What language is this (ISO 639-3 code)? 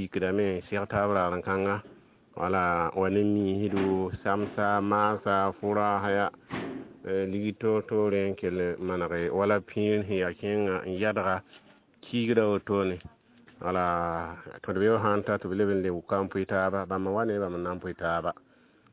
mos